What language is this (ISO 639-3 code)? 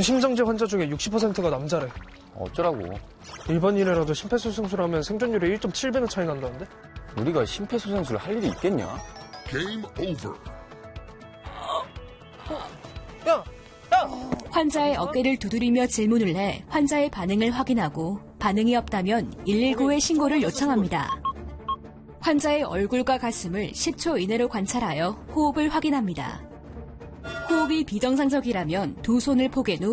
kor